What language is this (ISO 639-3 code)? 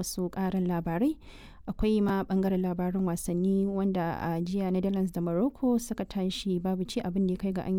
hau